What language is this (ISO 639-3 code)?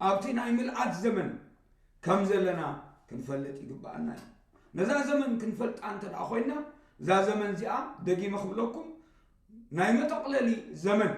tir